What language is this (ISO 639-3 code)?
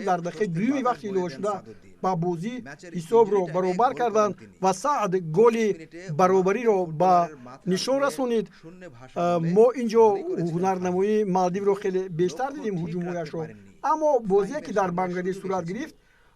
tgk